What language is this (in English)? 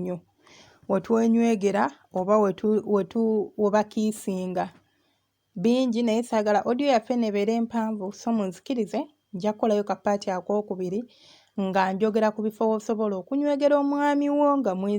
Ganda